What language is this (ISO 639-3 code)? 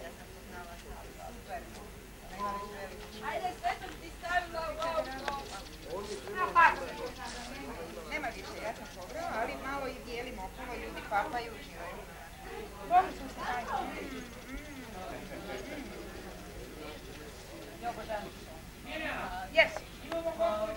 hrv